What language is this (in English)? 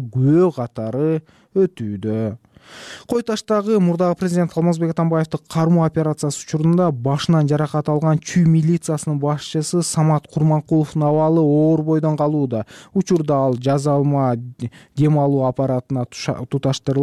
Kyrgyz